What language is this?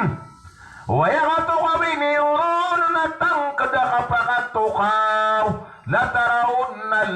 Maranao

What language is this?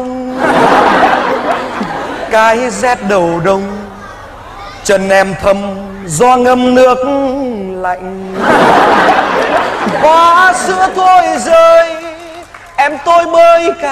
Vietnamese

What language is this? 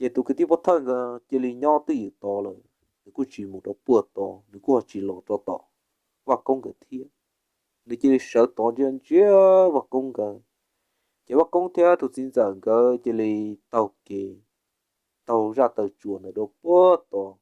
Hmong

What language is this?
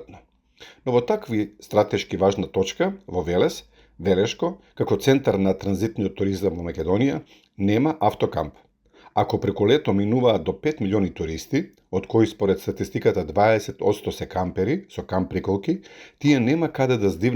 Macedonian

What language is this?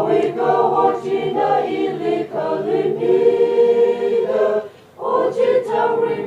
Tangkhul Naga (India)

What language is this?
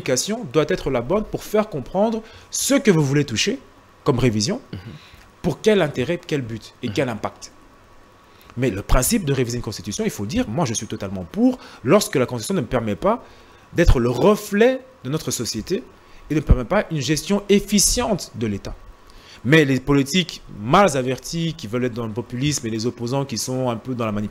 French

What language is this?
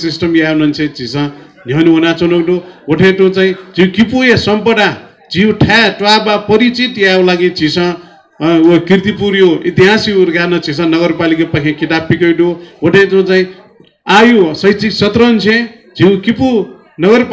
Newari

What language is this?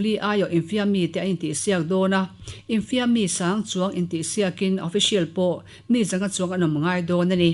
Mizo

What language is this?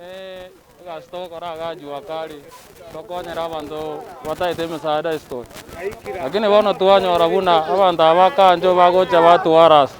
Gusii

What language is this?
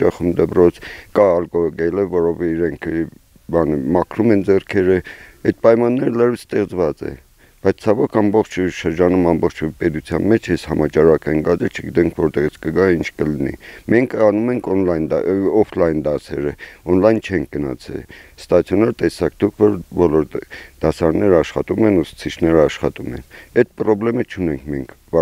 Armenian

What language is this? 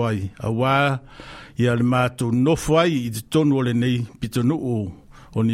Samoan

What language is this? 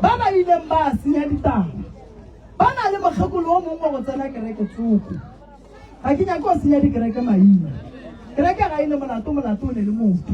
Northern Sotho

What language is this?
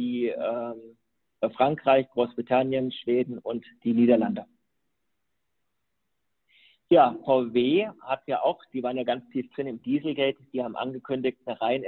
German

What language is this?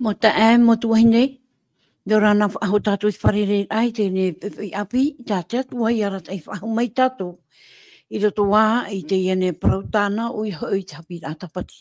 Tahitian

